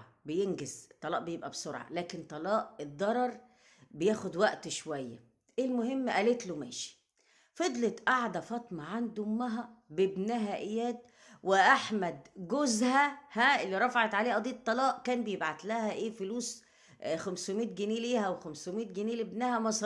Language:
Egyptian Arabic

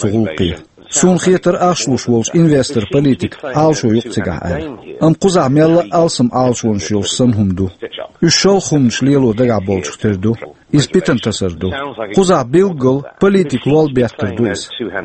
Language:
Chechen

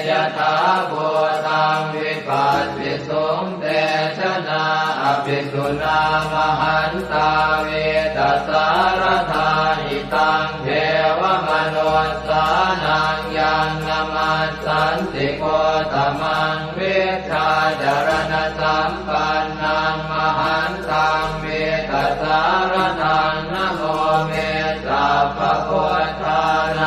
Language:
Pali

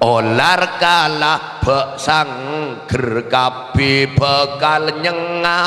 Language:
Madurese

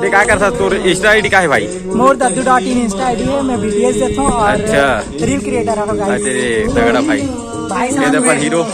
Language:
Chhattisgarhi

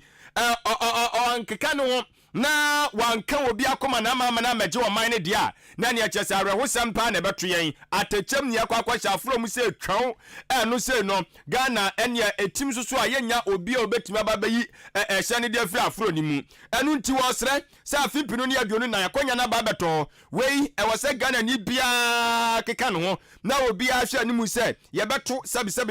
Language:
Akan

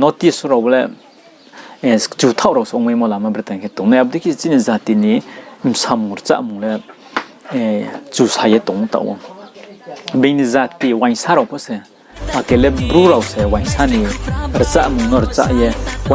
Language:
Riang (India)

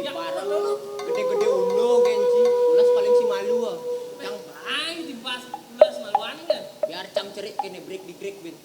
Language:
Balinese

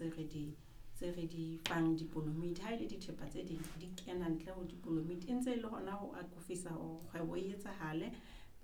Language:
Southern Sotho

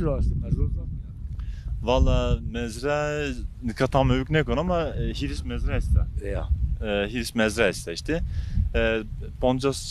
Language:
Zaza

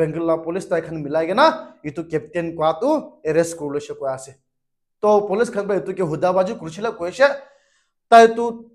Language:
Naga Pidgin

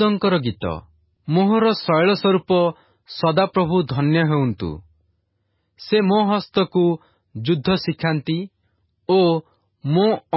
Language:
Odia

